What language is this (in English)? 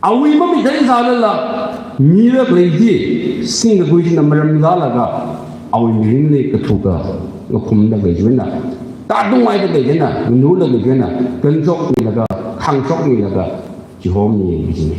Tangkhul Naga (India)